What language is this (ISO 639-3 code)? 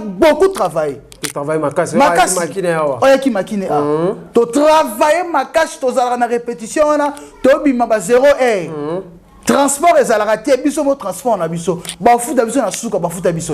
lin